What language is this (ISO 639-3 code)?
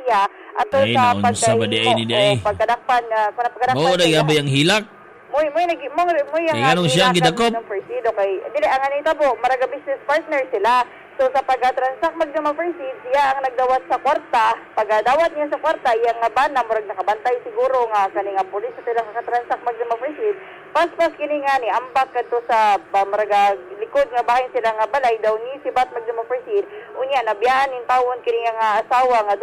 ceb